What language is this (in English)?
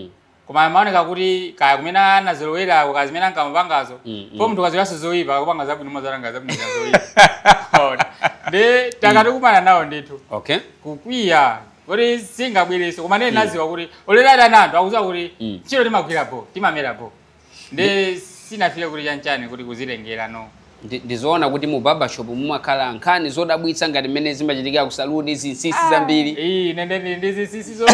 Nyanja